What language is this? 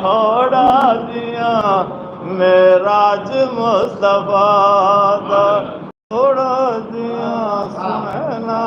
Saraiki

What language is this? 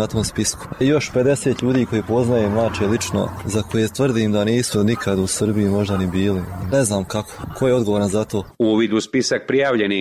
Serbian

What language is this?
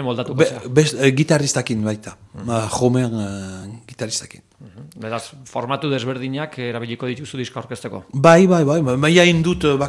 Basque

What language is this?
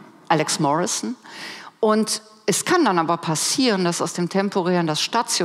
German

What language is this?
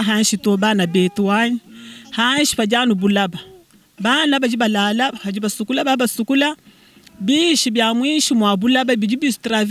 Luba-Lulua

